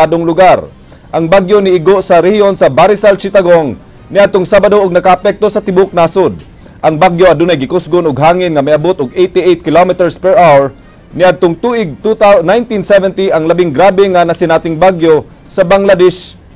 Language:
Cebuano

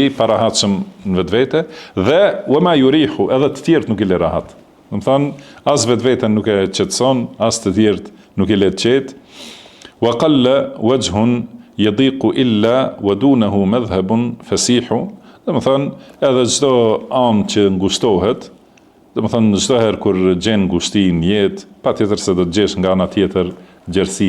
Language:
Albanian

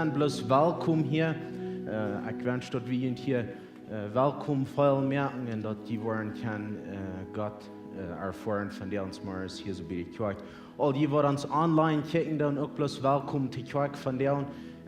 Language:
Plautdietsch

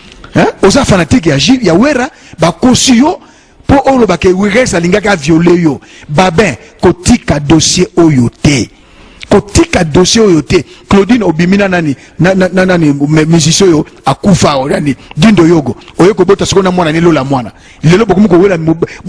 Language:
Lingala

